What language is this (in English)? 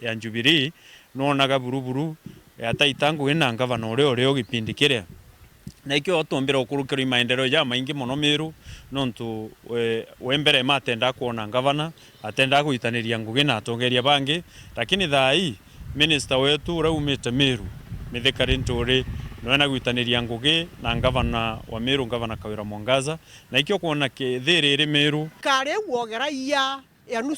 Meru